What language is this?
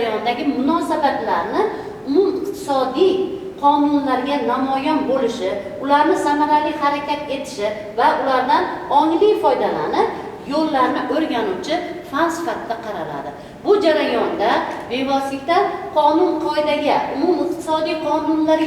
Uzbek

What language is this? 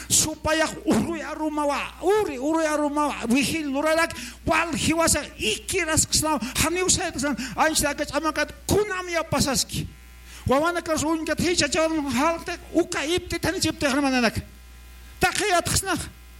Aymara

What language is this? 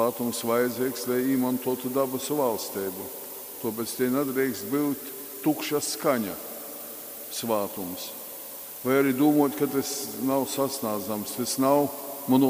Latgalian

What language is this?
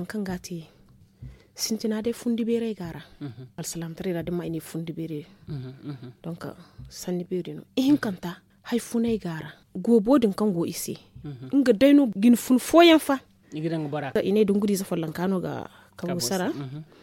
Zarma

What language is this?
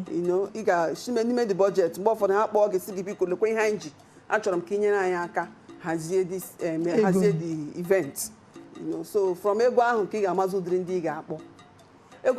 Igbo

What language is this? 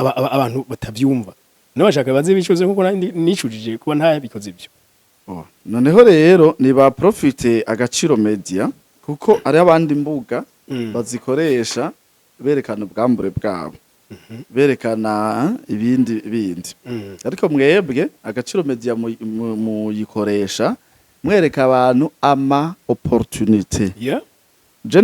Rundi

